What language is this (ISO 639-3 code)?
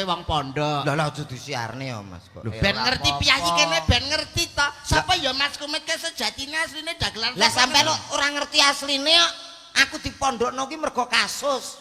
jav